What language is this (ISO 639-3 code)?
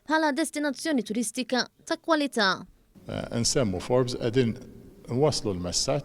mlt